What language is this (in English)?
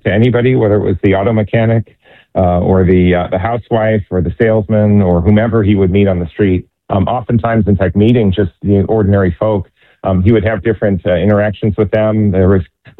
English